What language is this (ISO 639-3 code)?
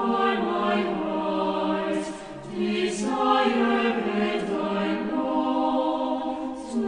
quh